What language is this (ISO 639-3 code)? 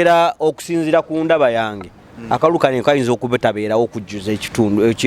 lug